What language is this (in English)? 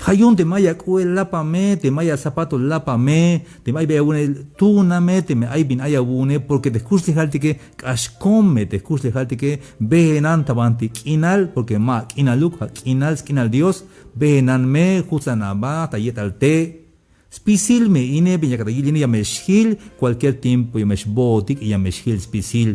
Tzeltal